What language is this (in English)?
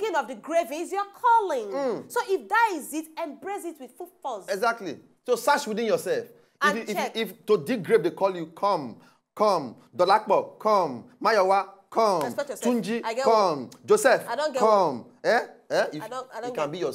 Nigerian Pidgin